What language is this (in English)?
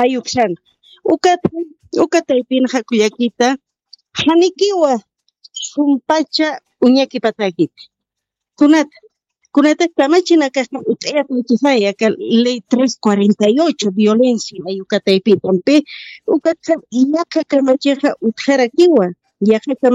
Aymara